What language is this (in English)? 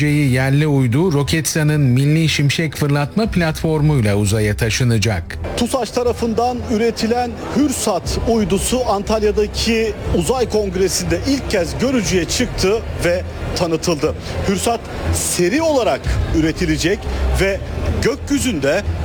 Turkish